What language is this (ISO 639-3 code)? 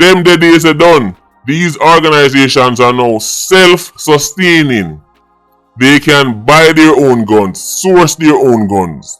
jam